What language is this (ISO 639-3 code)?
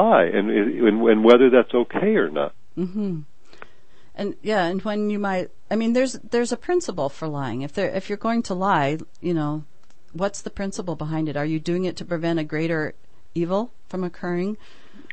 eng